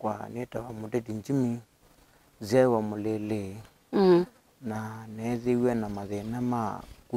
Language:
Kamba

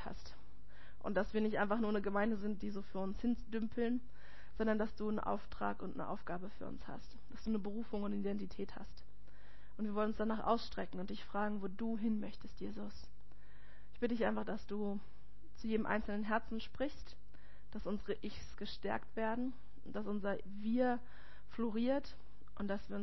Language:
German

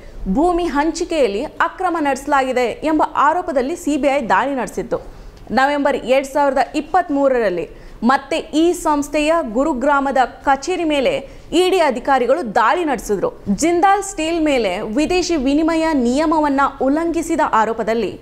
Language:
Kannada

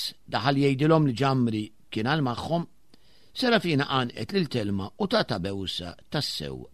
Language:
Maltese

